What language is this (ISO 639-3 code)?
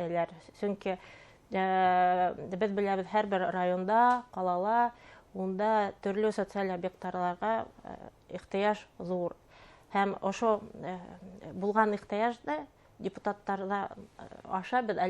bak